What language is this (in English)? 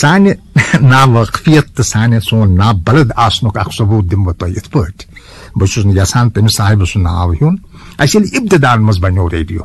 Kashmiri